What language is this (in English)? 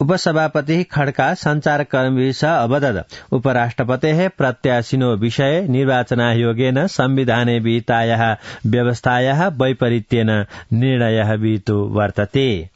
Sanskrit